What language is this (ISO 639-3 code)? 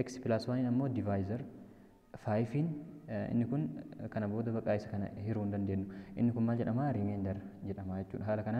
orm